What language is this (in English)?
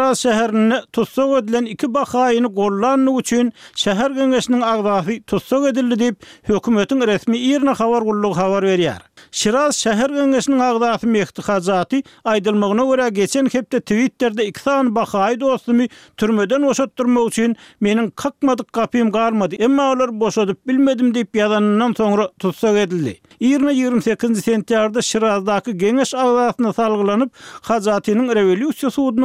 Turkmen